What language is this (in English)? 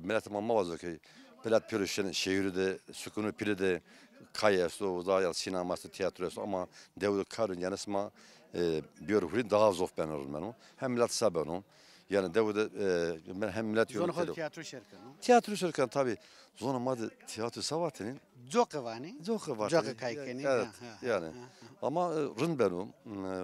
Zaza